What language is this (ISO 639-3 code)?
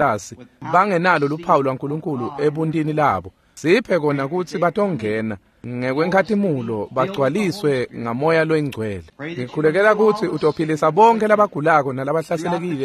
ssw